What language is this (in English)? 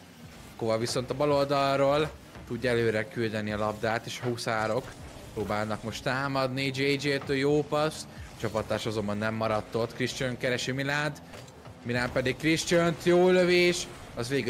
Hungarian